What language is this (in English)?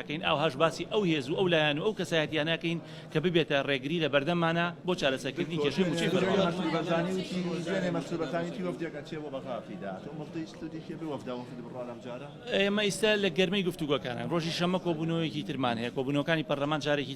Central Kurdish